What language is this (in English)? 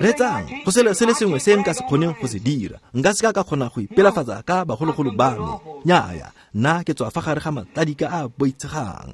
Tswana